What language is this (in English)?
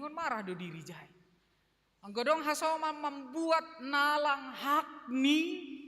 Batak Simalungun